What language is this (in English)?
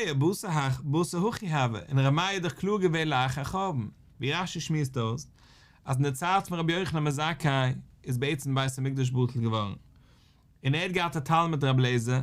Yiddish